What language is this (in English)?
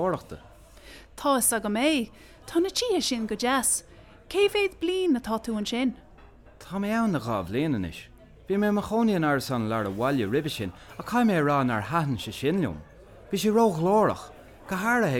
Irish